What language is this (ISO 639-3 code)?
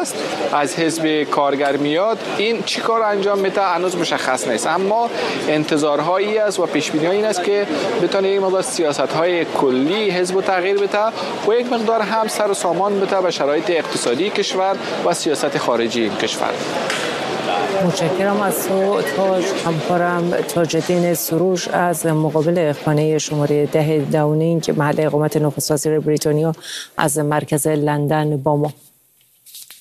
fas